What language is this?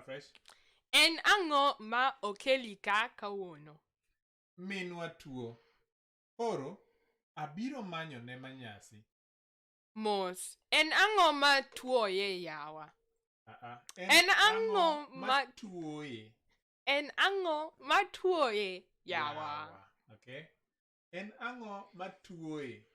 Luo (Kenya and Tanzania)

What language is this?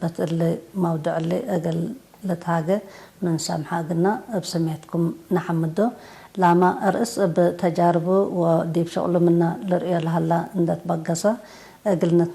Tigre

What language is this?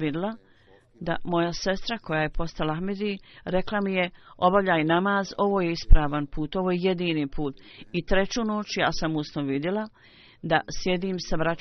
Bosnian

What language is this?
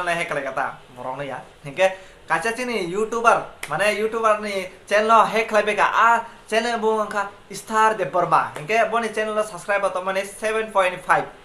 Kok Borok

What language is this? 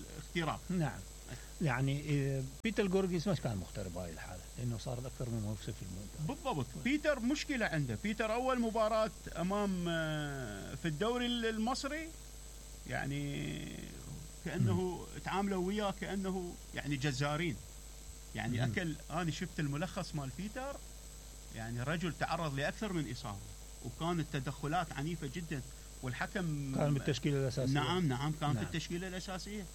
Mesopotamian Arabic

